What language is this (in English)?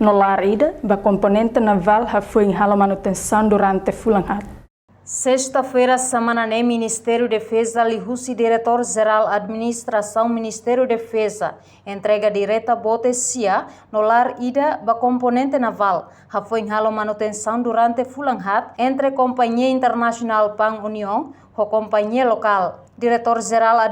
Tetum